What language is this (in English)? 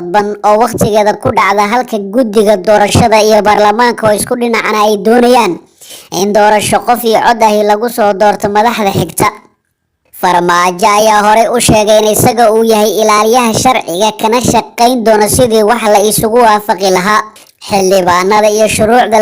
Somali